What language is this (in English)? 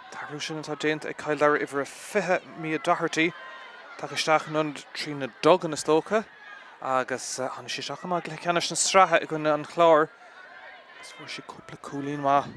Irish